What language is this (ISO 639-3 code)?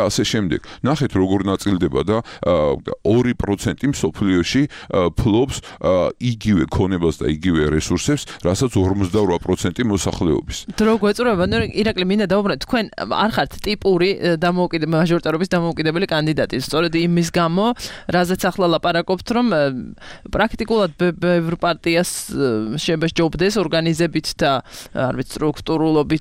kat